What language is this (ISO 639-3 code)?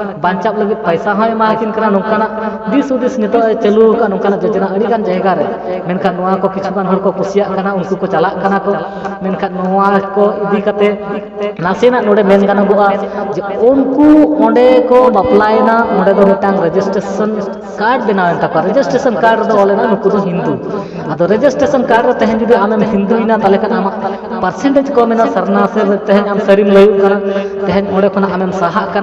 sat